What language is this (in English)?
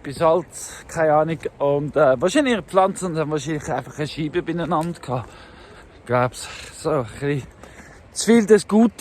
Swiss German